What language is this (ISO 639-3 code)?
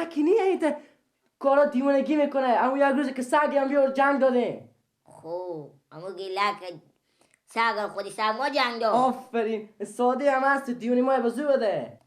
fas